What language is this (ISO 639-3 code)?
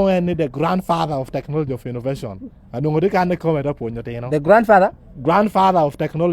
laj